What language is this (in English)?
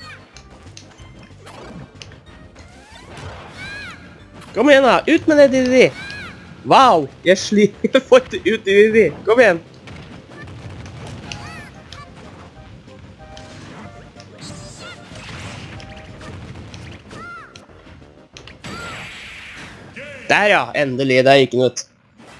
Norwegian